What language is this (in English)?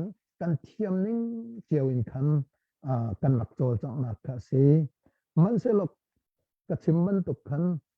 Hakha Chin